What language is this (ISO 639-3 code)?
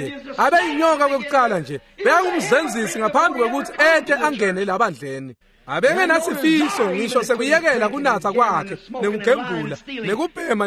ssw